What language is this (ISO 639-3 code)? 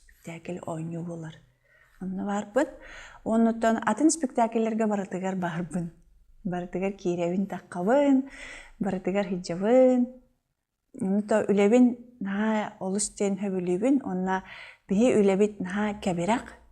sah